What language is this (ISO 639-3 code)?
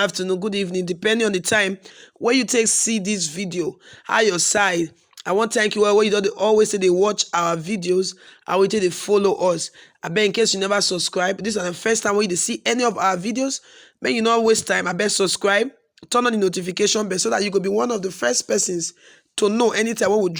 pcm